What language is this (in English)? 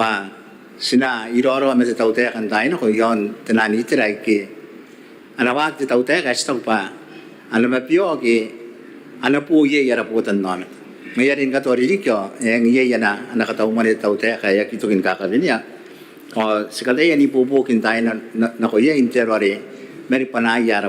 Gilbertese